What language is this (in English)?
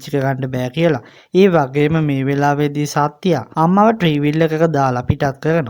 Sinhala